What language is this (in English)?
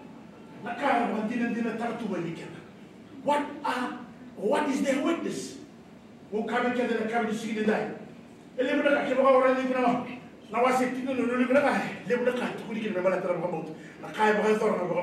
Fijian